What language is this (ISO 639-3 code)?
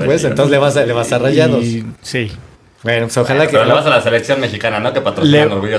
spa